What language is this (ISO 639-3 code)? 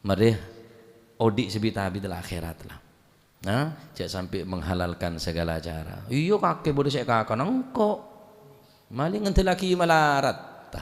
mad